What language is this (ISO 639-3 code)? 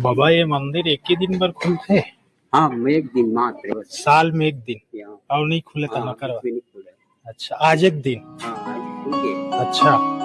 hne